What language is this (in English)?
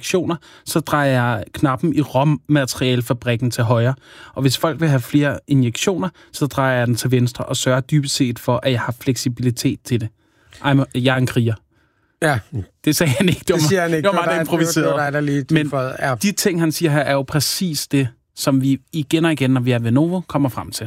Danish